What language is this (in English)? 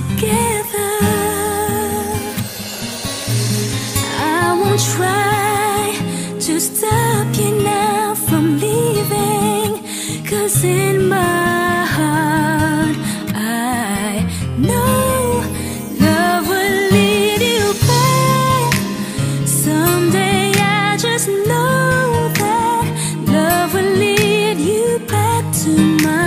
English